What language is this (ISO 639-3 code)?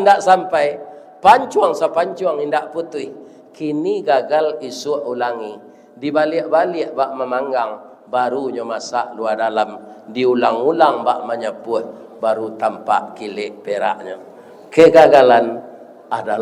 min